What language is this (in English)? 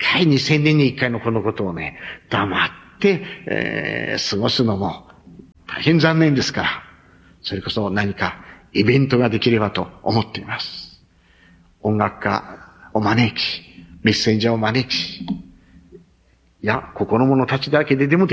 Japanese